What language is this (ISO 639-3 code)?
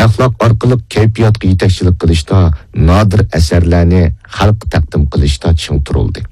uig